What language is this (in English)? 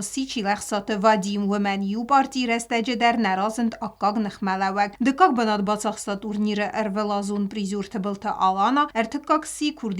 Ossetic